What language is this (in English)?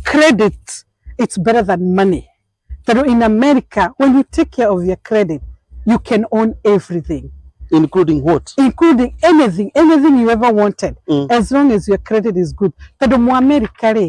Kikuyu